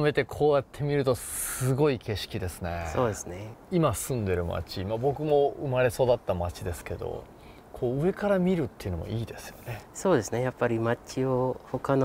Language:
Japanese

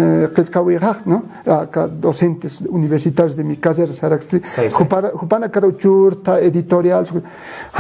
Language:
Aymara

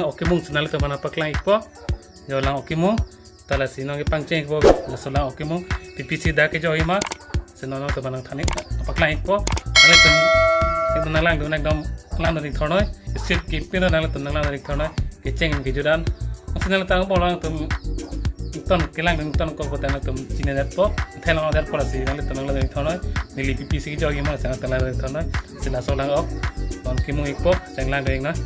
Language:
Karbi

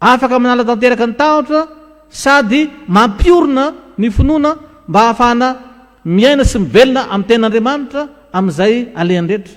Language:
Malagasy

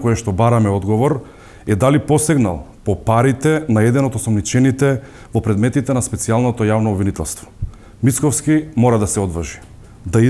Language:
Macedonian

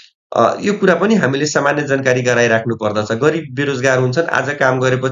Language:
Nepali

